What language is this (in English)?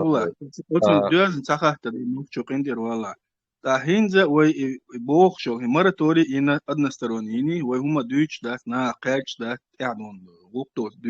Chechen